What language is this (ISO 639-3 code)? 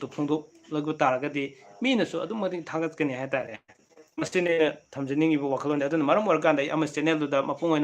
mni